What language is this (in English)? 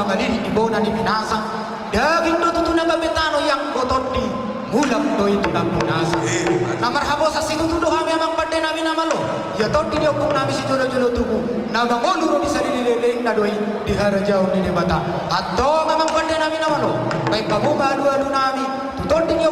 Batak Toba